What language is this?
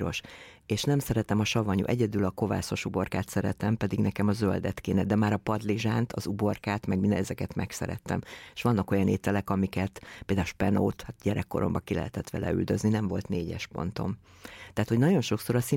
Hungarian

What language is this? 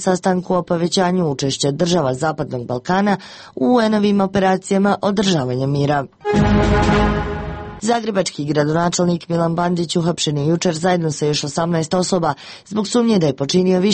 Croatian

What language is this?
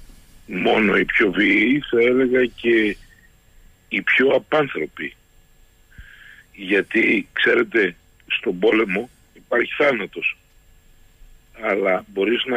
Greek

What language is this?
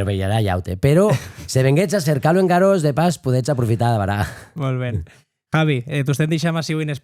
Occitan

